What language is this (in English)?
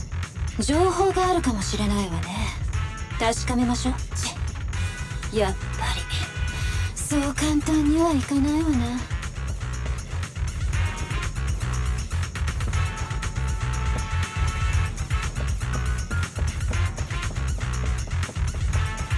Japanese